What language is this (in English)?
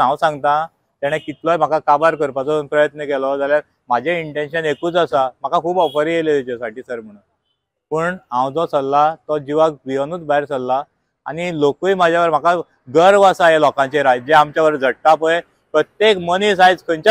Konkani